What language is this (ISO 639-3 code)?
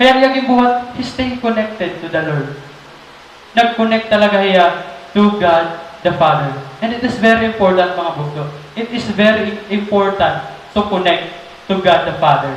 war